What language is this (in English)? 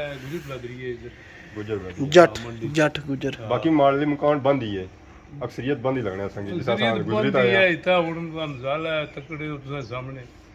Pahari-Potwari